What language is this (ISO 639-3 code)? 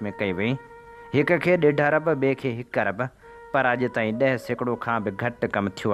snd